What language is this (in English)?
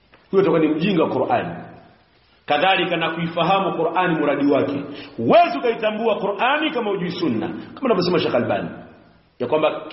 Swahili